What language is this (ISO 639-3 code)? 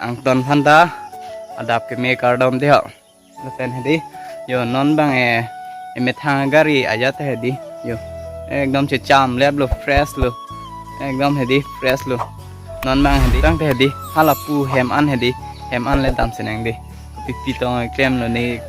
mjw